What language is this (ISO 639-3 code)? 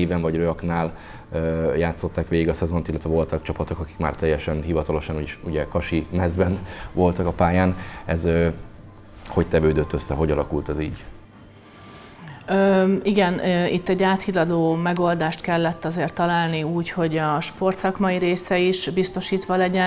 hun